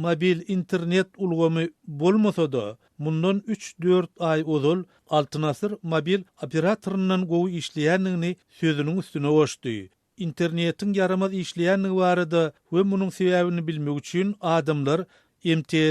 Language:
Turkmen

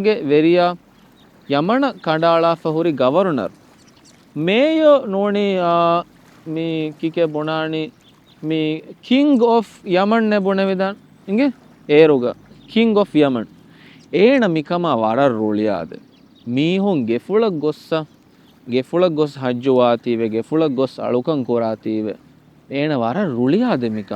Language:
Divehi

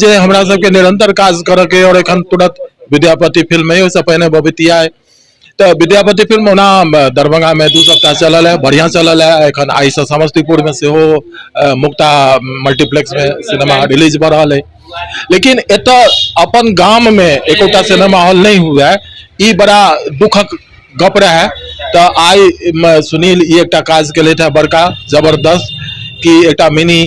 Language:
Maithili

